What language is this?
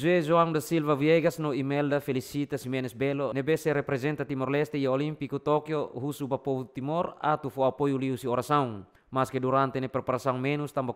Tetum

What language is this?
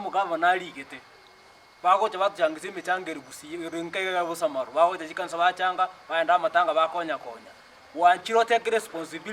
Gusii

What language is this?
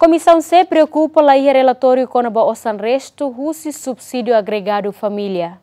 Tetum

